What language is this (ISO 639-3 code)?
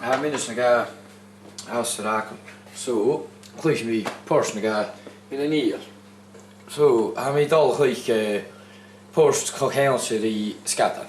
gla